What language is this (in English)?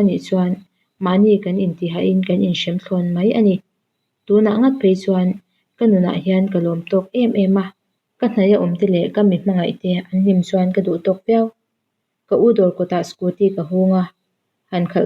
Mizo